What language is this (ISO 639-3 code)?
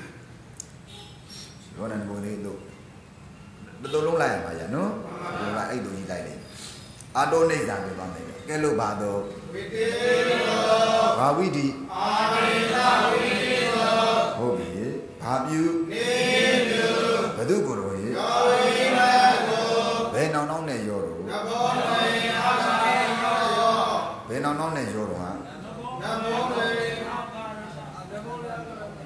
mya